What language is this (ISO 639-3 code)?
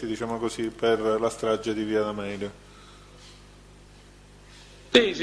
ita